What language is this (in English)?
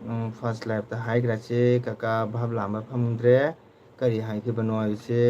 Manipuri